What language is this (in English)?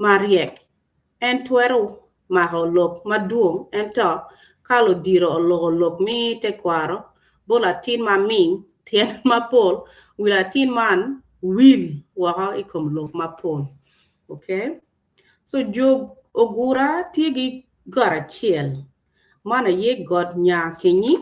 Acoli